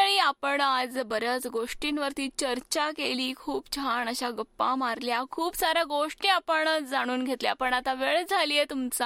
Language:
Marathi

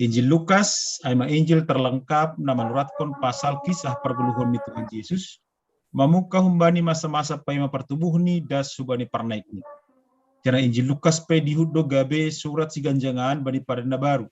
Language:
Batak Simalungun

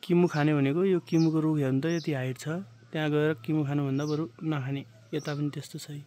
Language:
Nepali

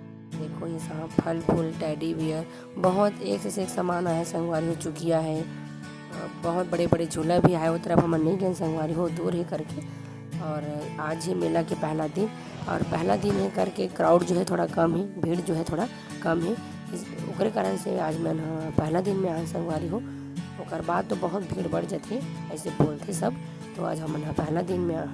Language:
Chhattisgarhi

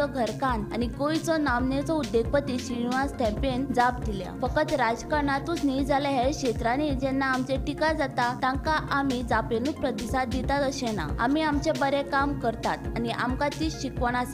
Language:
Konkani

